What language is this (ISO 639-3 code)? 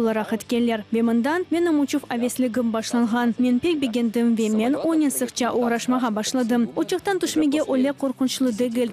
crh